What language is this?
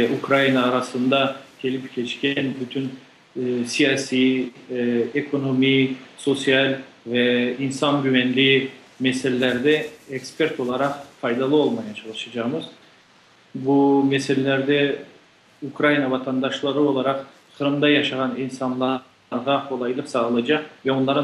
Crimean Tatar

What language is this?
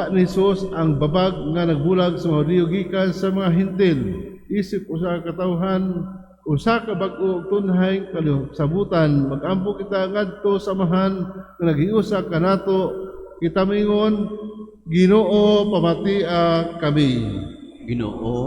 Cebuano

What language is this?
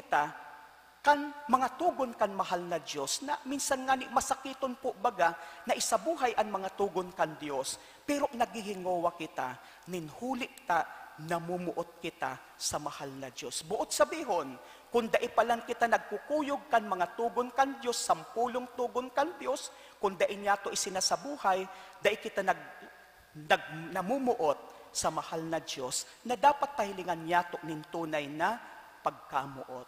Bikol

